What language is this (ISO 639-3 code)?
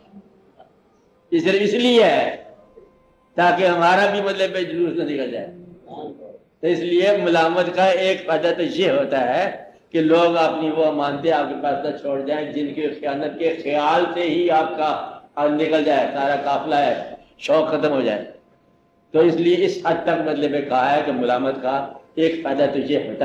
urd